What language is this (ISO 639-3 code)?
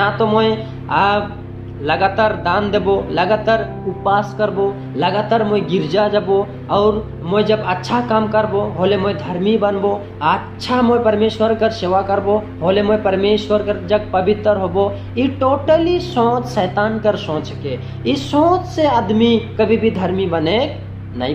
sck